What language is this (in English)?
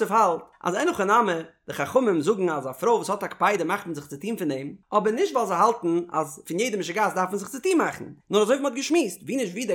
Yiddish